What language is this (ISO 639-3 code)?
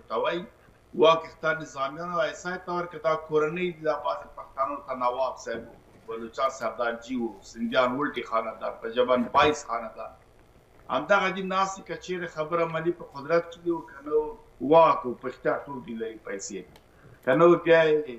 pus